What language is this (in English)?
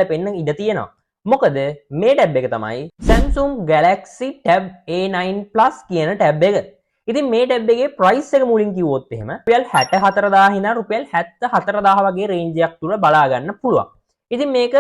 Sinhala